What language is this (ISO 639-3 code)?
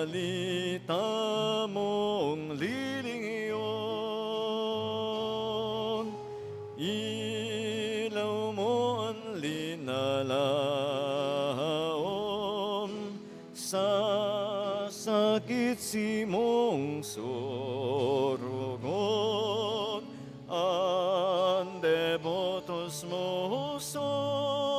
bik